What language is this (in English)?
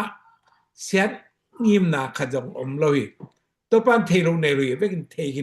Tedim Chin